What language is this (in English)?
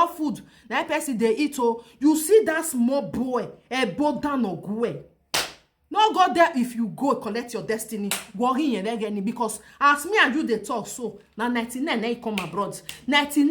Nigerian Pidgin